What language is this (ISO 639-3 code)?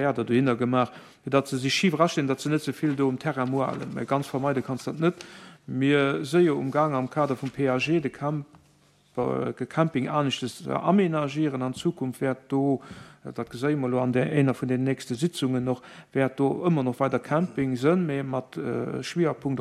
ltz